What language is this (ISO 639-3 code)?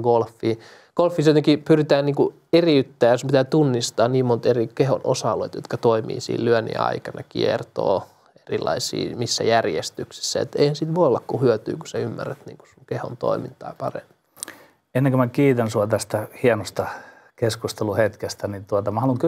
fin